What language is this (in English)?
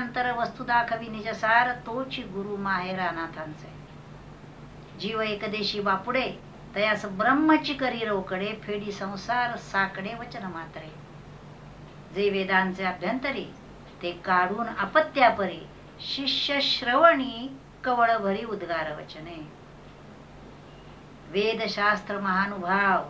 Marathi